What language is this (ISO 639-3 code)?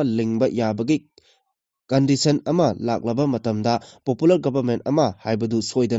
mni